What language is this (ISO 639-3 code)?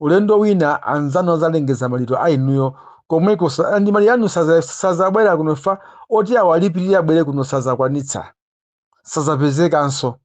nya